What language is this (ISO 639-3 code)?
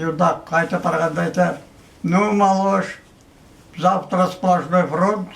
bak